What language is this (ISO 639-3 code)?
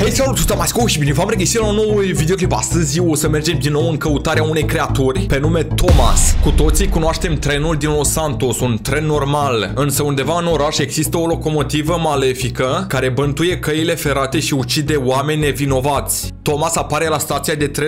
ron